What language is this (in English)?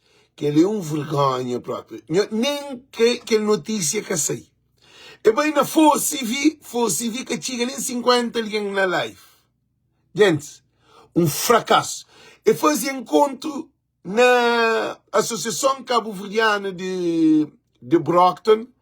Kabuverdianu